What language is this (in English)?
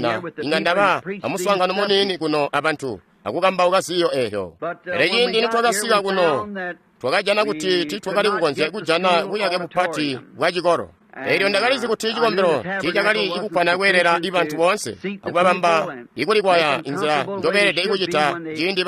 Tonga (Zambia)